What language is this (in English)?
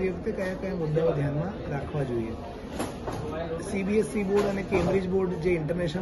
Gujarati